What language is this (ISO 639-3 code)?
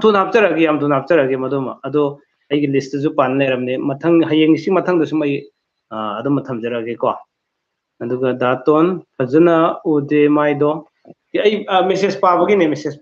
mni